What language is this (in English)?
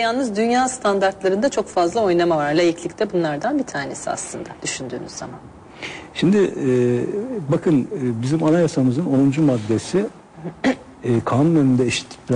Turkish